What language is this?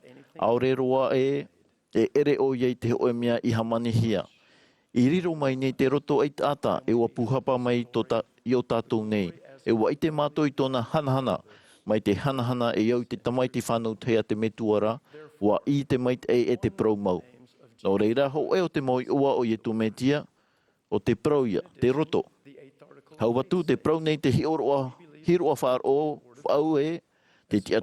Tahitian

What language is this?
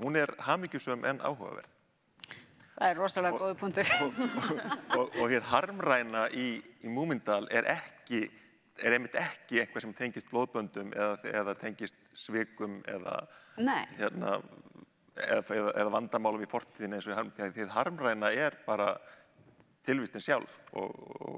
Icelandic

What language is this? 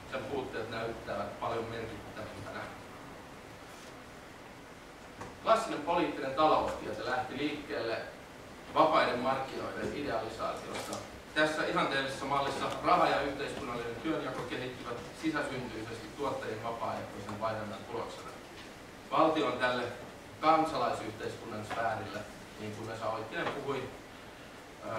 Finnish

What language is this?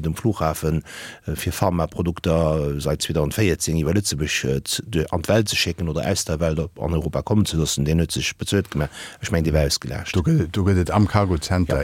Luxembourgish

